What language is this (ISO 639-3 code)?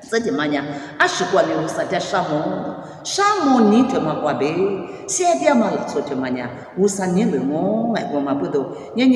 lis